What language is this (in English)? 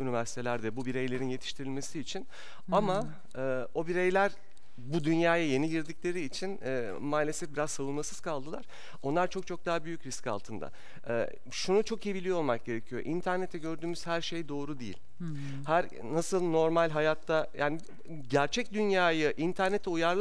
Turkish